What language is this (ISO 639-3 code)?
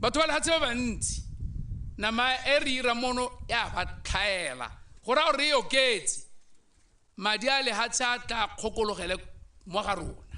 tsn